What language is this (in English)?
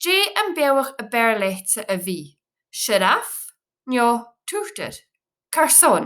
Scottish Gaelic